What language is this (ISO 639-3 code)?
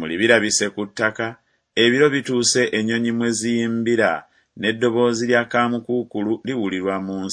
lug